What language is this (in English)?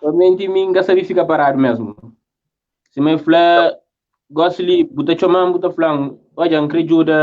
Kabuverdianu